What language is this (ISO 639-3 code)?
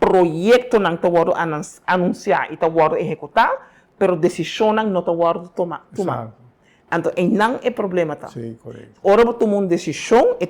pap